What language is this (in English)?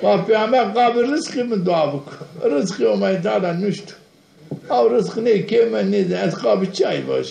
Zaza